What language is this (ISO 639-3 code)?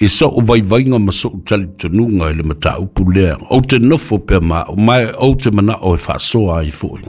smo